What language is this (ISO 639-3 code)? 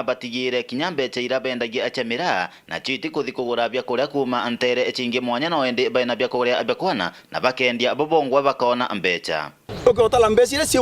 mer